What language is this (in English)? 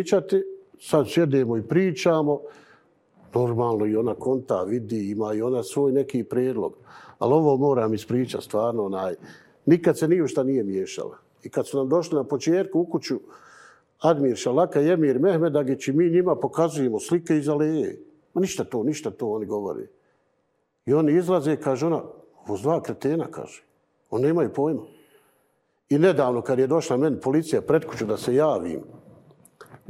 Bosnian